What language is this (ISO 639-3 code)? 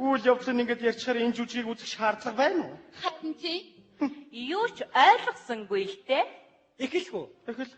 mon